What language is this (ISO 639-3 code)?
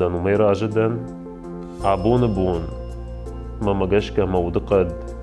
oss